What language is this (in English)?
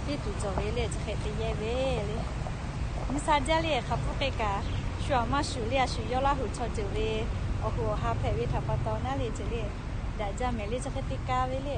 Lahu